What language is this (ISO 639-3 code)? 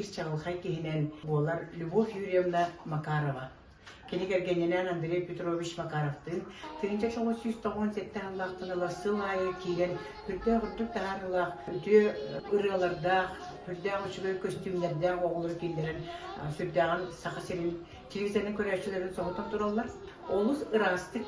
sah